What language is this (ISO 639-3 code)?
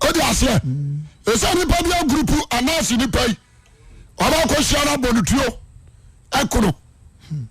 aka